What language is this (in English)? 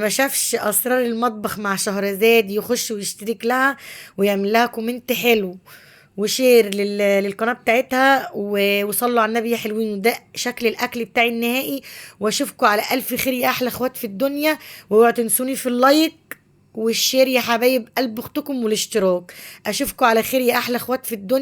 Egyptian Arabic